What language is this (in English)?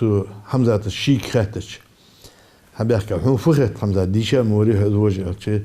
Ingush